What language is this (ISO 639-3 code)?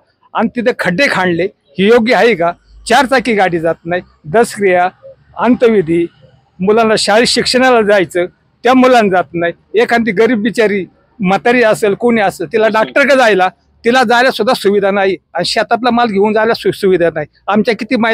mar